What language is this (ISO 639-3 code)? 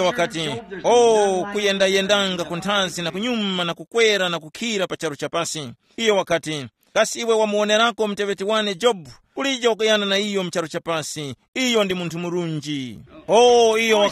tum